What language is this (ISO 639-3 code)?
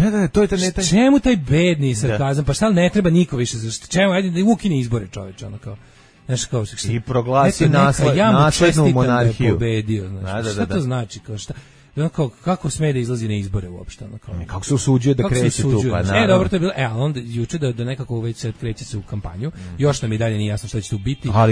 srp